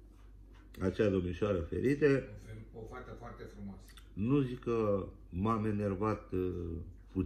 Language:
Romanian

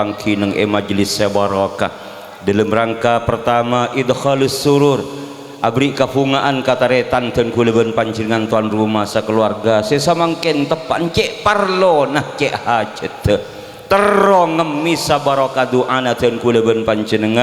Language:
Madurese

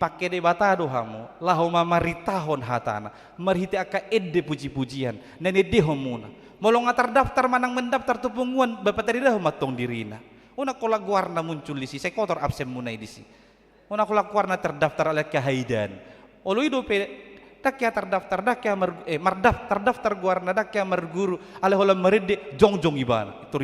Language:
Batak Toba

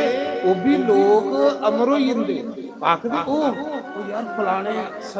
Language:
Dogri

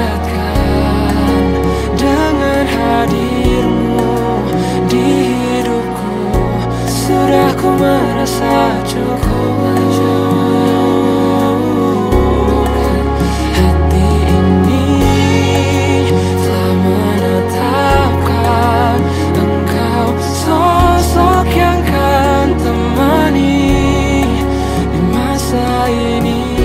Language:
Indonesian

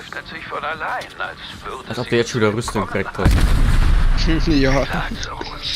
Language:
Bavarian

